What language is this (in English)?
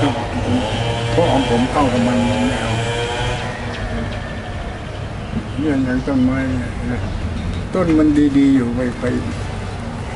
Thai